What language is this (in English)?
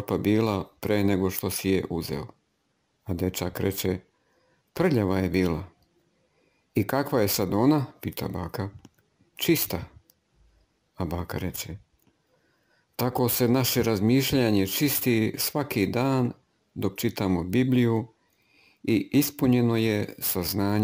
Serbian